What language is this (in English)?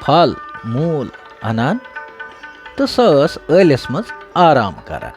Kashmiri